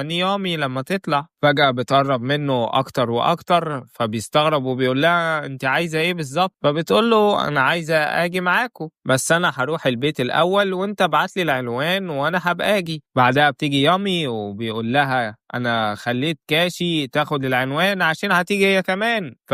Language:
Egyptian Arabic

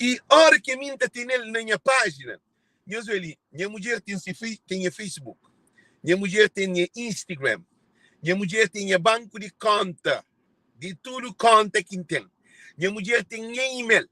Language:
Kabuverdianu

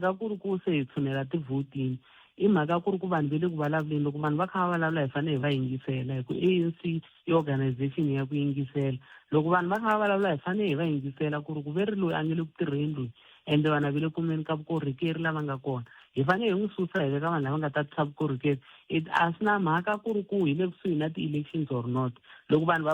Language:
Tsonga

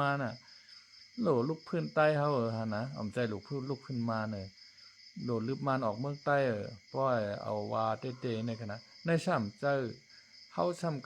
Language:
Shan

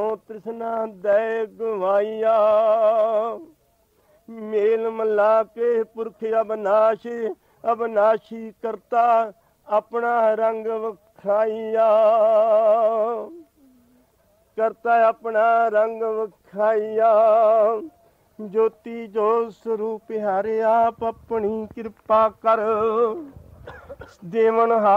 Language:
Punjabi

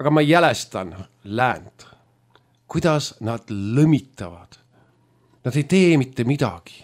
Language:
Estonian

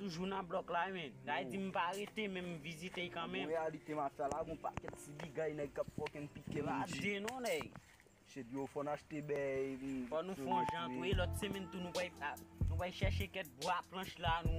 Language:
Haitian Creole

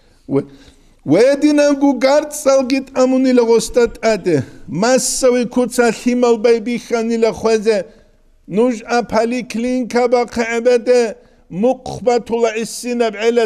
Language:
Avaric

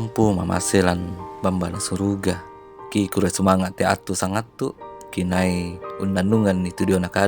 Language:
Toraja-Sa'dan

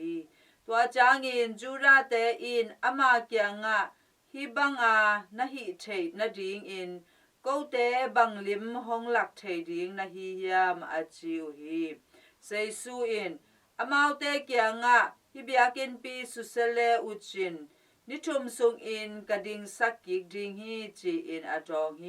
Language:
Tedim Chin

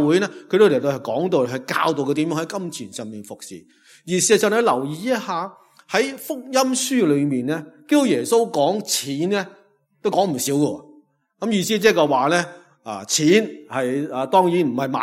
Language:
Cantonese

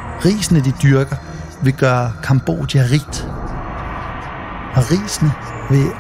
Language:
Danish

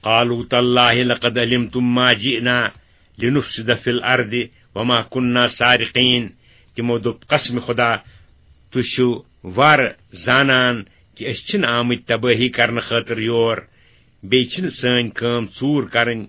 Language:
Kashmiri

